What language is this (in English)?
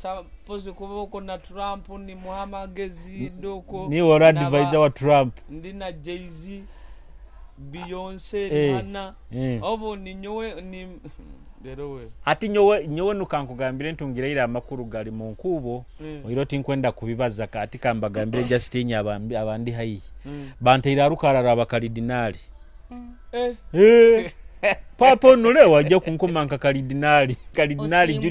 Nyoro